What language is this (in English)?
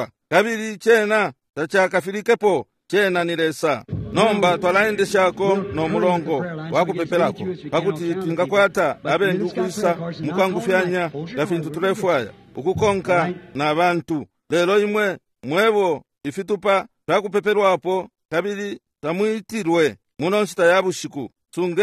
Bemba